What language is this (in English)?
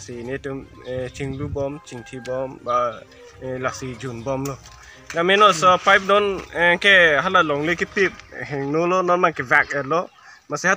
Karbi